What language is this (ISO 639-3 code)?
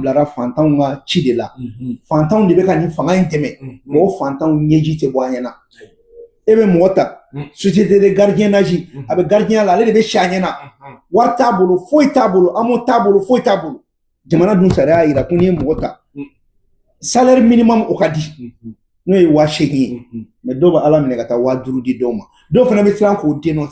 bam